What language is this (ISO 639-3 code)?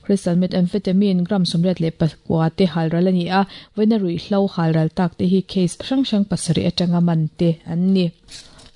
lus